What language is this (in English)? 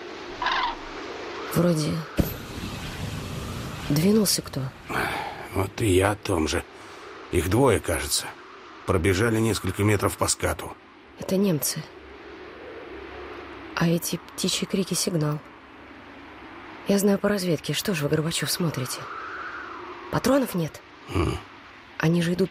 Russian